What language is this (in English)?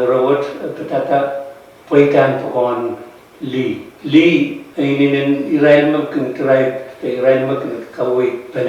Pohnpeian